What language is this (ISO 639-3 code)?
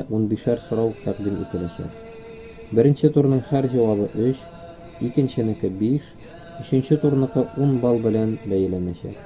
tat